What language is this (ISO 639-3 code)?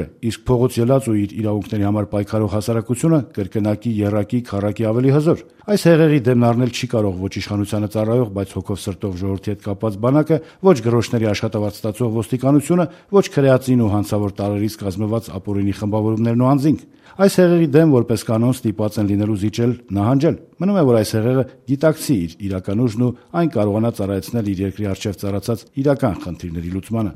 hye